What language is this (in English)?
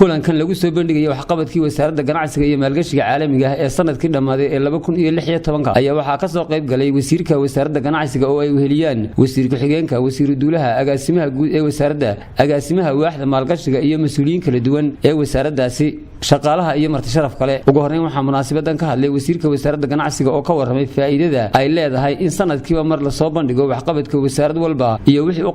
Somali